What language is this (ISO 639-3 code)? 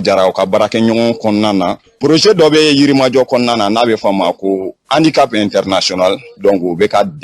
bam